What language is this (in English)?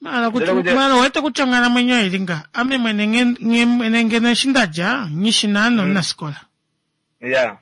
Kuanyama